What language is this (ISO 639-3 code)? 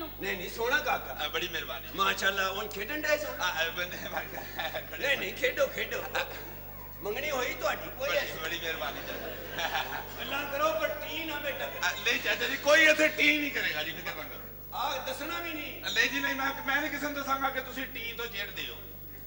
pan